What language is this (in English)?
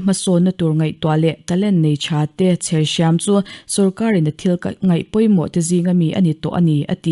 Mizo